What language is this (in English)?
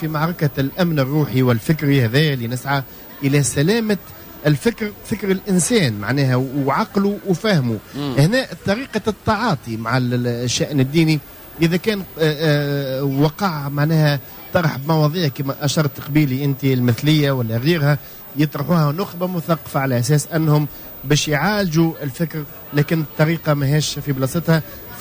Tunisian Arabic